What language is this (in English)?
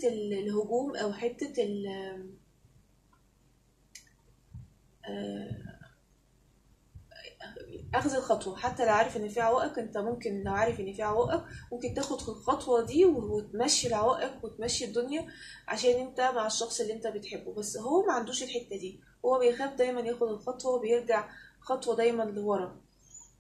Egyptian Arabic